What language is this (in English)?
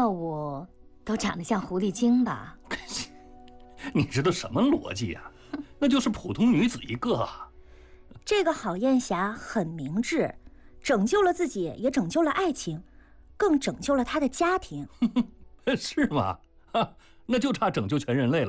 Chinese